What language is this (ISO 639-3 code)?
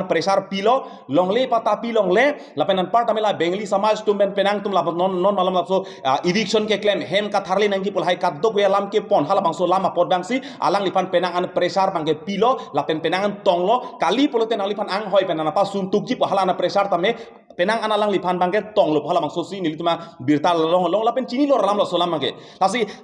mjw